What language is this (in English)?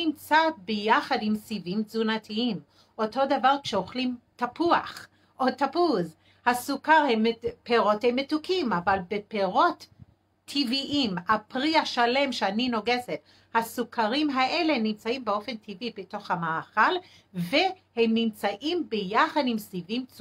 Hebrew